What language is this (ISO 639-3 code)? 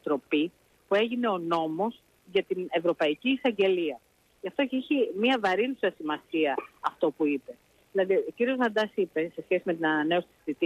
ell